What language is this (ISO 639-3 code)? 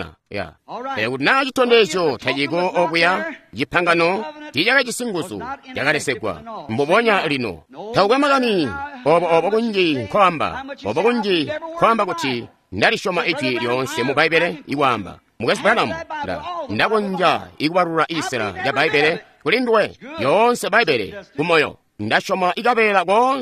toi